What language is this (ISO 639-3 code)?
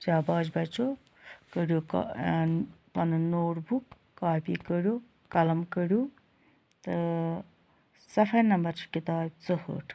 kas